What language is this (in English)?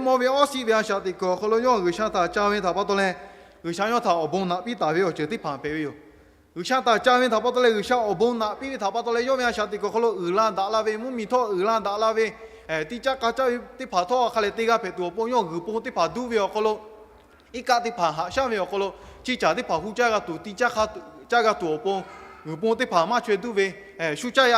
Lahu